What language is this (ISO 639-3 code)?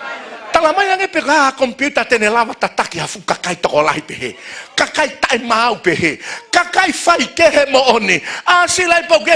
ton